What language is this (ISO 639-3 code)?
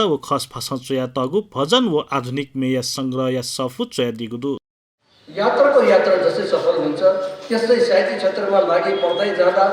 new